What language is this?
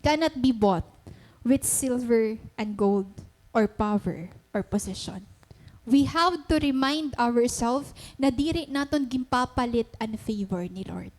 Waray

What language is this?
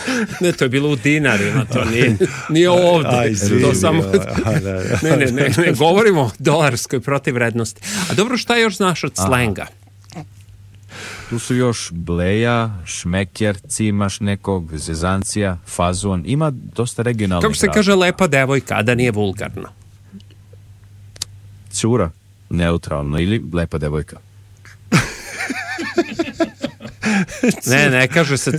Serbian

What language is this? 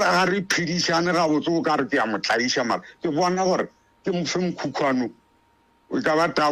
Northern Sotho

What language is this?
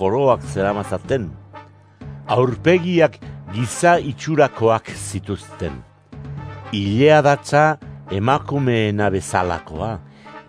Basque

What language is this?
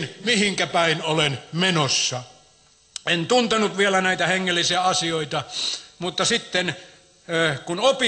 Finnish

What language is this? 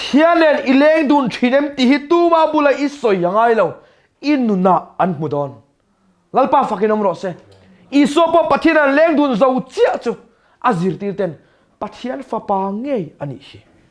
Mizo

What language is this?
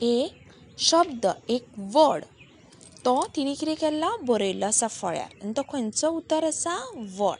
Konkani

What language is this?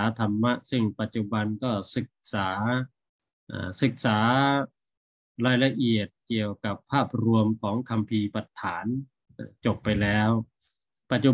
Thai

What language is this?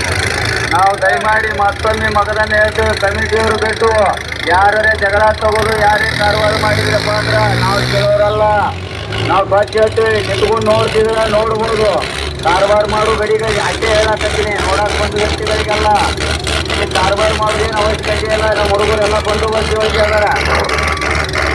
Kannada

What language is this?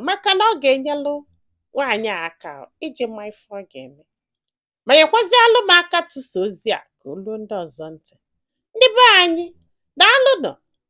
Igbo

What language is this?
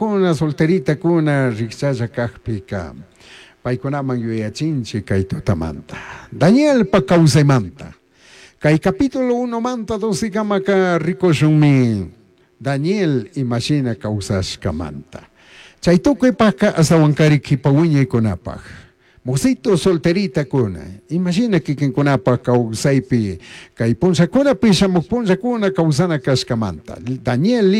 Chimborazo Highland Quichua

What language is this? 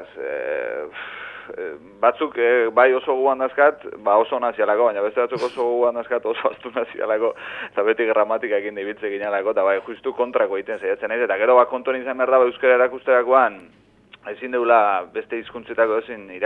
Basque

